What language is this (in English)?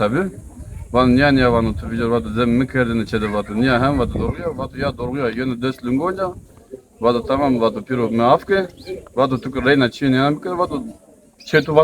Zaza